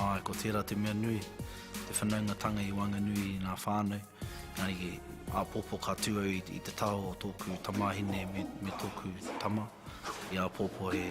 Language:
Māori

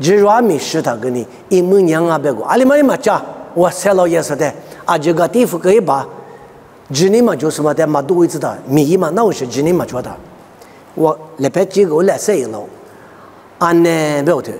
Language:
Lisu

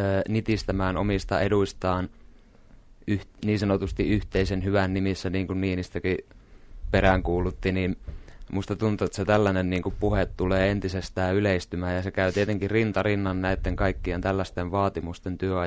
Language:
Finnish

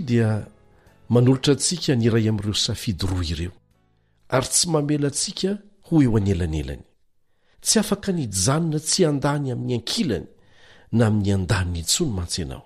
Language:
Malagasy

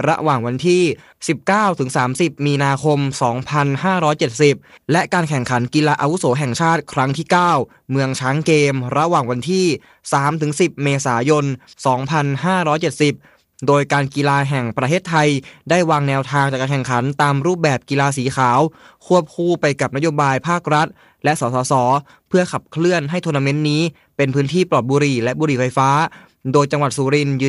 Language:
Thai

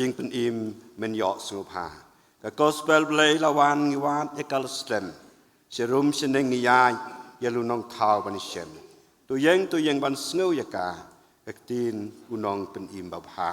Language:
Khasi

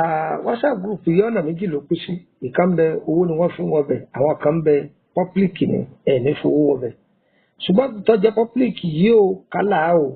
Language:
Yoruba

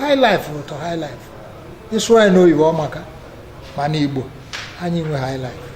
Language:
Igbo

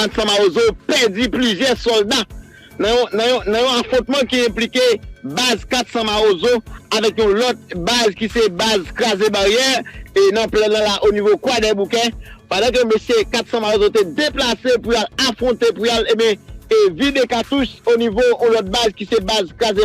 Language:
Haitian Creole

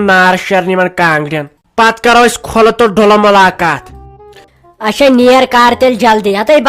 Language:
Kashmiri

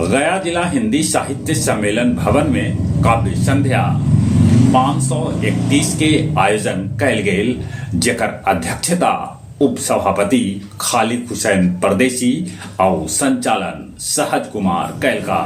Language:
Magahi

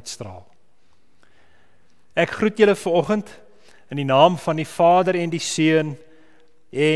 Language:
Afrikaans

